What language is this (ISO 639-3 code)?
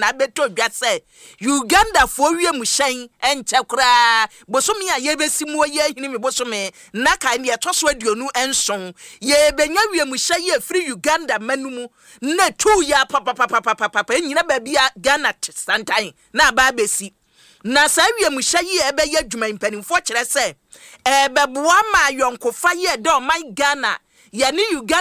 aka